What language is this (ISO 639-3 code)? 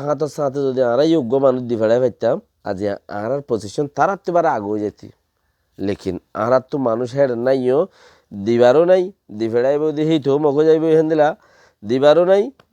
rhg